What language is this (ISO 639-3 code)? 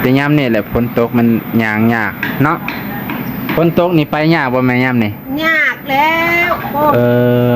lao